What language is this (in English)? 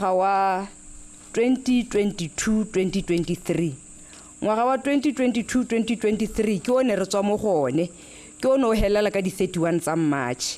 Tswana